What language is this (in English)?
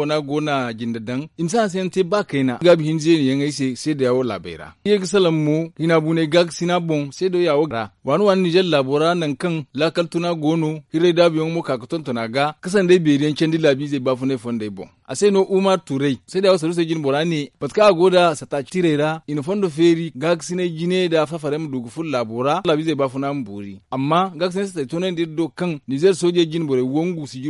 Zarma